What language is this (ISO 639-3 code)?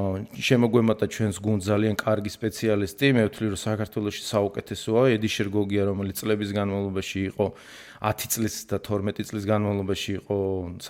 kat